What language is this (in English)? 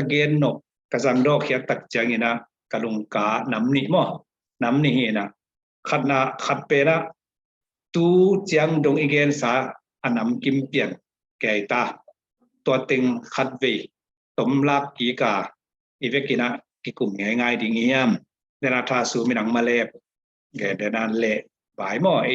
Tedim Chin